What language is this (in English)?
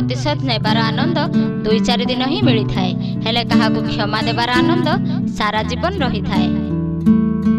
Odia